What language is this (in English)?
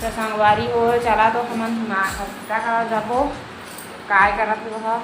Chhattisgarhi